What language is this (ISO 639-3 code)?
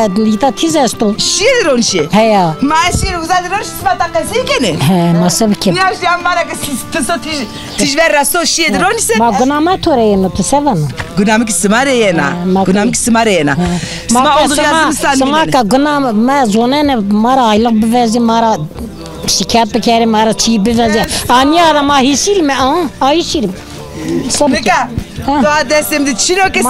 zza